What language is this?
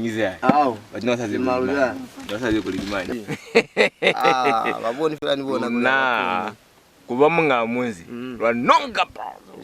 Lozi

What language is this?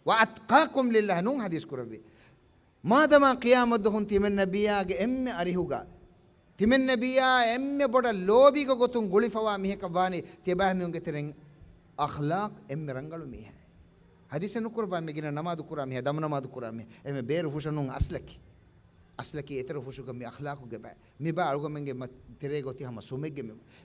Divehi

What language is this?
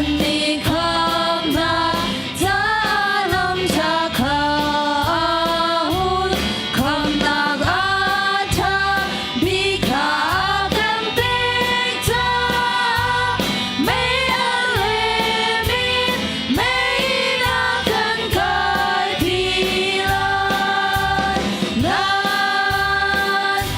Hakha Chin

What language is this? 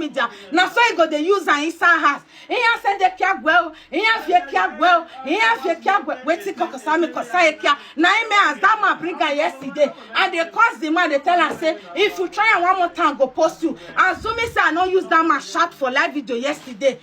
Nigerian Pidgin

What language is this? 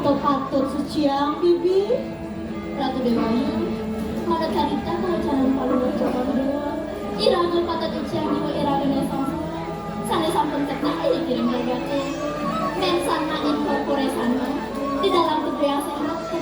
Balinese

